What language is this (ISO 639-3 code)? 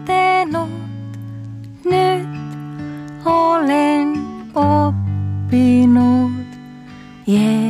fin